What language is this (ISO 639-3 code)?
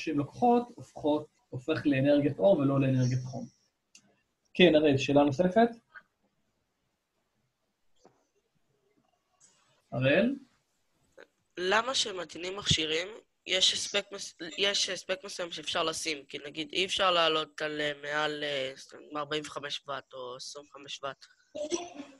heb